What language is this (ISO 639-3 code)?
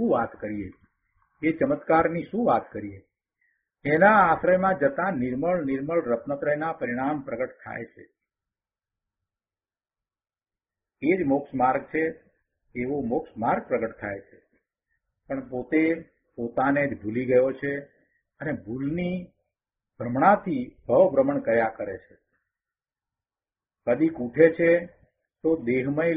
guj